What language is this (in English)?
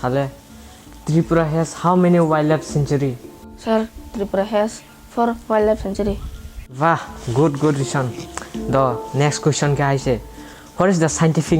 Kok Borok